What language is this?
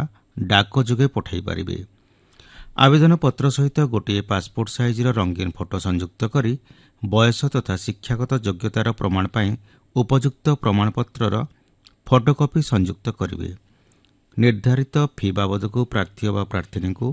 Odia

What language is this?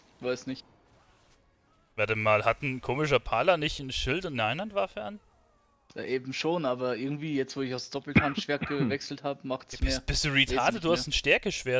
German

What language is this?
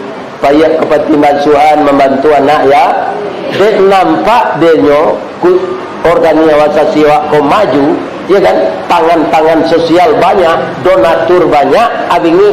Minangkabau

